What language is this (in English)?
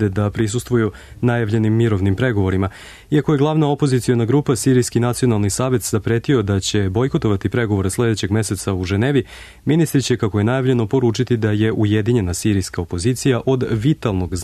Serbian